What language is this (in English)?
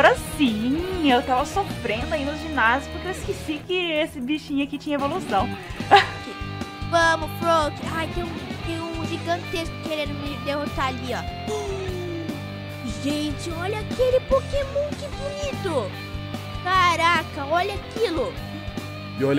Portuguese